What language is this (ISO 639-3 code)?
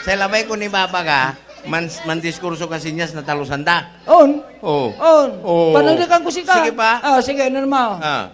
pag